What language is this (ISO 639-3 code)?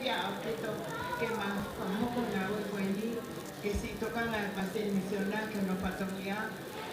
ton